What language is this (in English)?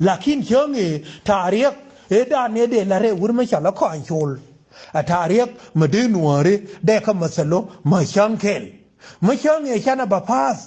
Nuer